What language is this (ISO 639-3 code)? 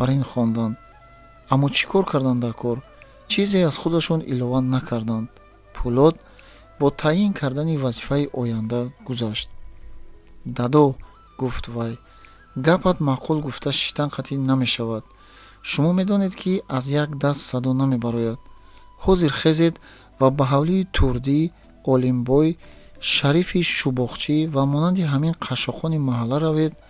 tgk